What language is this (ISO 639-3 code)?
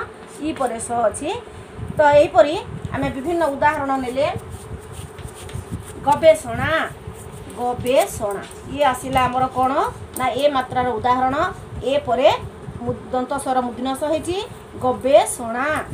ori